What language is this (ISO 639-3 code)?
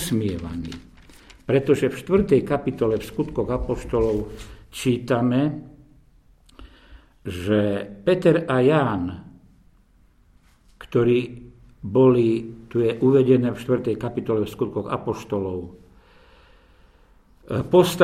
slk